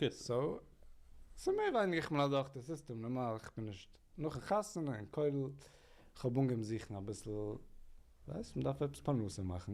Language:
Yiddish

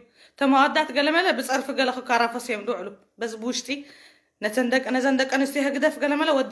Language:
Tigrinya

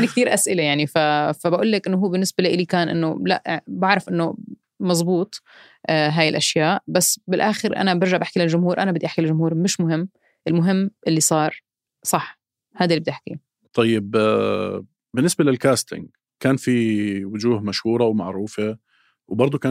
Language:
North Levantine Arabic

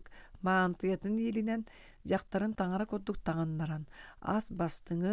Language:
Yakut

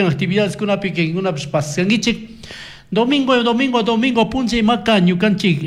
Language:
Chimborazo Highland Quichua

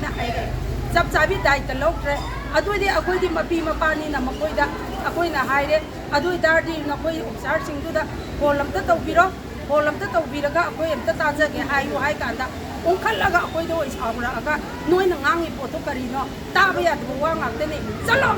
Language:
Manipuri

